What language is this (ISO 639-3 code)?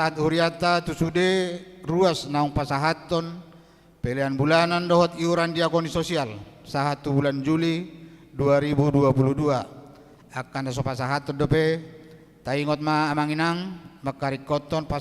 bbc